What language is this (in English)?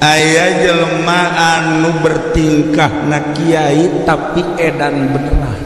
Sundanese